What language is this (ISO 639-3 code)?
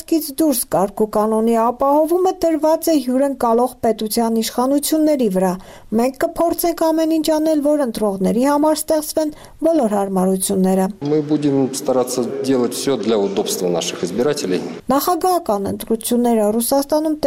hye